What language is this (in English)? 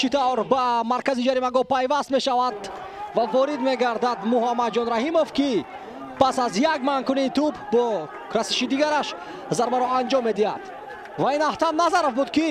Tajik